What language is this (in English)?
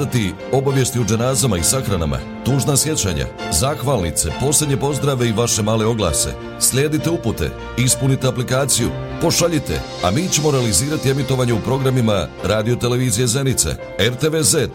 Bosnian